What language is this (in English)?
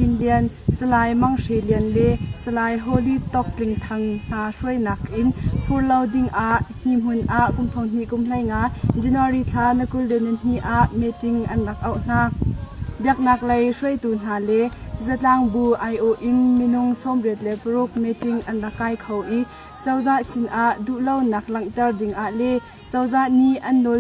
Hakha Chin